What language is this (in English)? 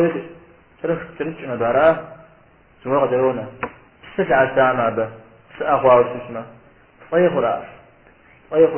Kabardian